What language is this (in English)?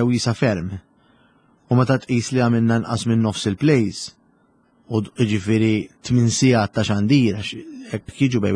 Maltese